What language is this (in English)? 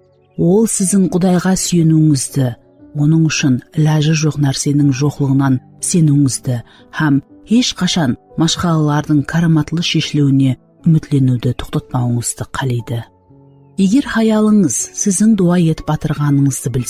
Kara-Kalpak